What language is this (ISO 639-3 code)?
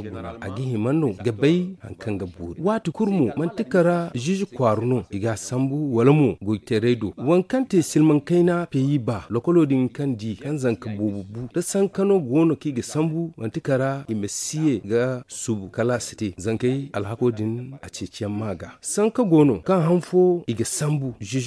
dje